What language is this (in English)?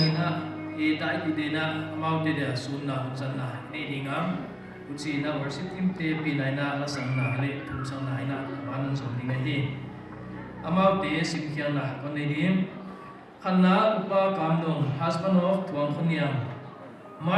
Paite Chin